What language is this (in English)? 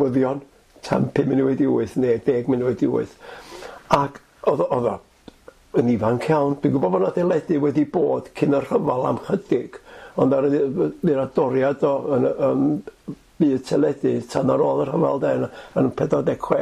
Welsh